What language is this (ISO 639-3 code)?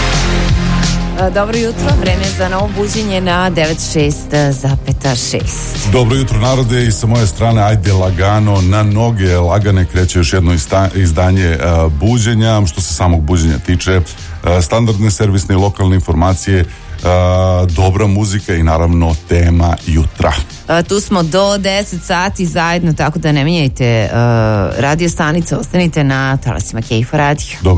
srp